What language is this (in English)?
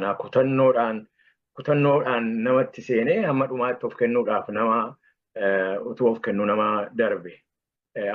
Oromo